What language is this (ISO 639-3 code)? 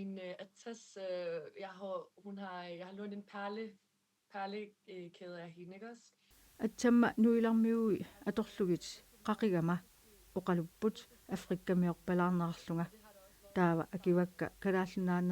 kal